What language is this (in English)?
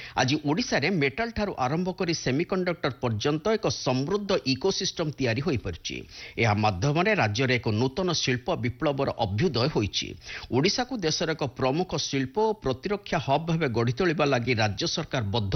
Odia